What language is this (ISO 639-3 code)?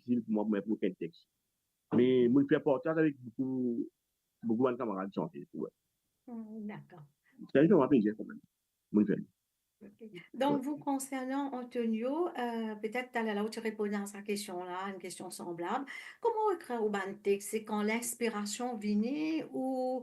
mfe